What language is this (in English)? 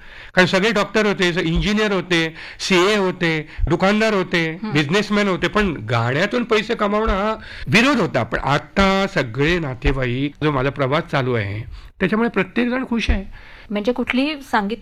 Marathi